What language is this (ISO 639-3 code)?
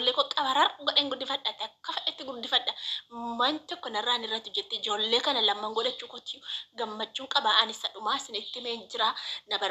orm